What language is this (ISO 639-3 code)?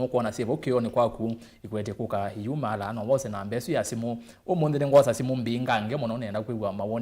kam